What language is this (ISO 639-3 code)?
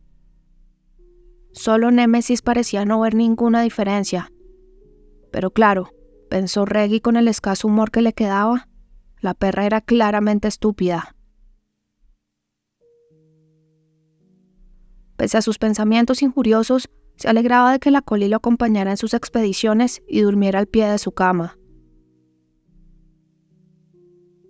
spa